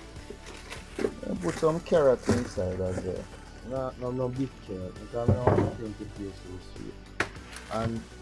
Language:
Jamaican Creole English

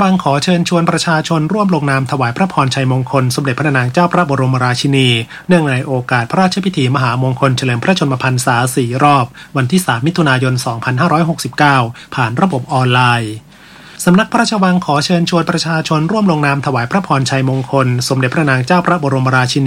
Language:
Thai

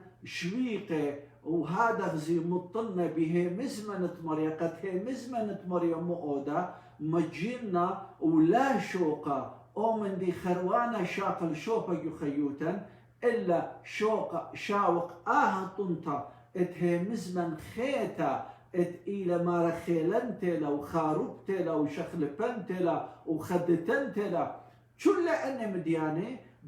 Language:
Assyrian Neo-Aramaic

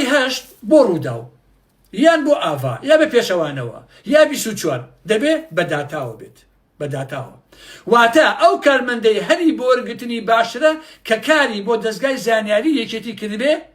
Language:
Central Kurdish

